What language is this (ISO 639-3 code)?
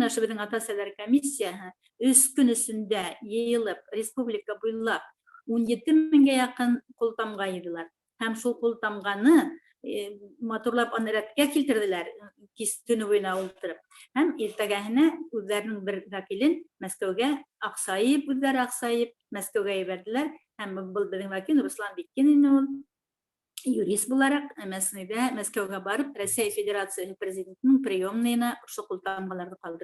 bak